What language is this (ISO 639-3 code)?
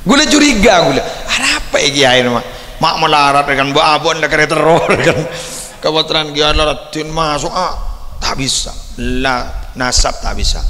mad